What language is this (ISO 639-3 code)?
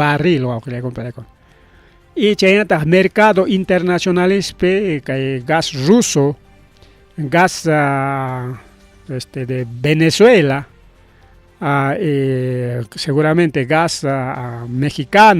quy